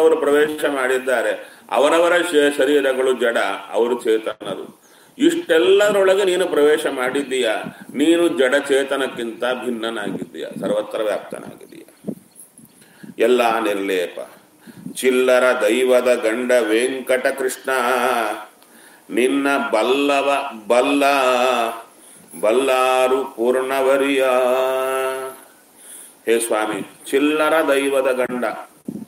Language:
Kannada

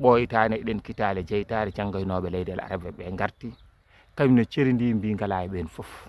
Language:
Fula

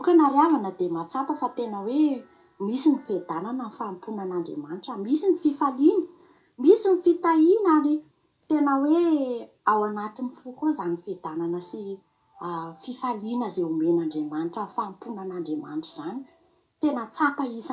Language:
Malagasy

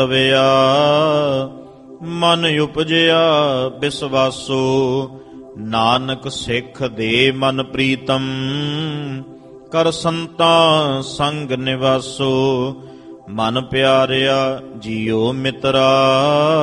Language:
Punjabi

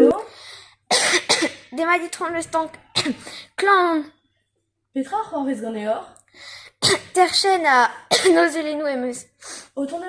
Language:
Breton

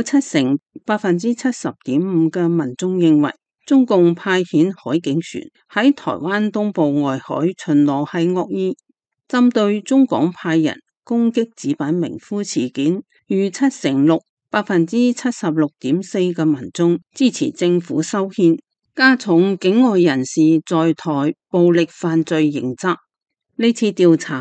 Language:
Cantonese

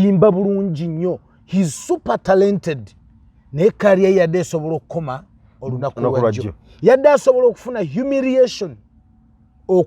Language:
Ganda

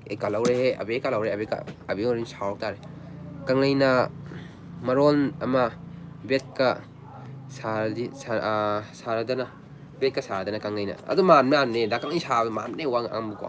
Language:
Manipuri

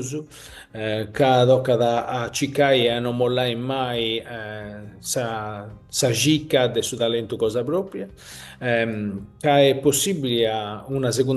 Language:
Sardinian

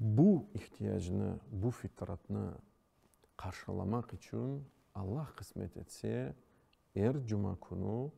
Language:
Crimean Tatar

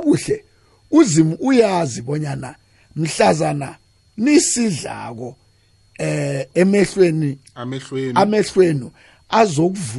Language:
South Ndebele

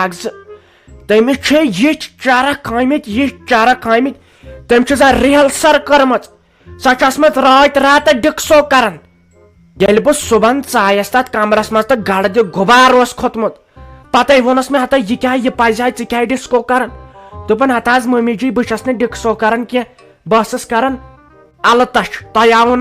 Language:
Kashmiri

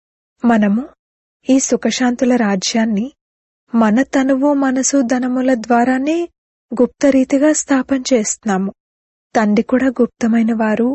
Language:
Telugu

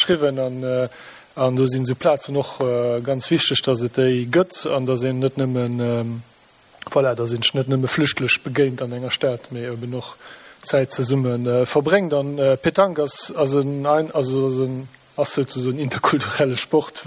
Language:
Luxembourgish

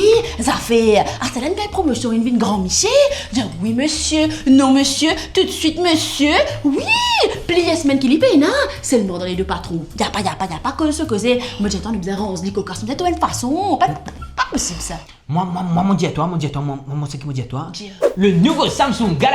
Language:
Morisyen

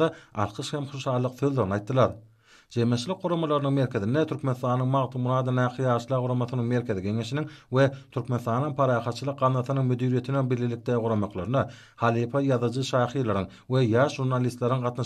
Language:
Turkmen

